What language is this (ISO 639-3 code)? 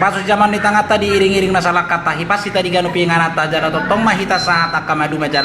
bbc